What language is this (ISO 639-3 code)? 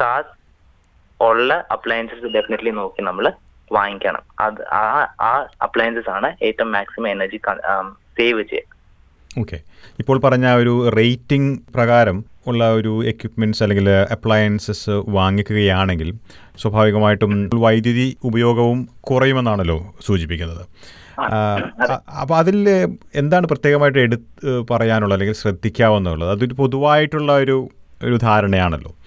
mal